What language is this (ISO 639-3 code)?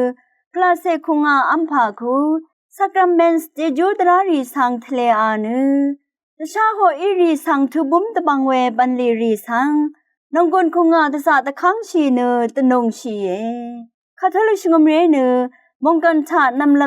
raw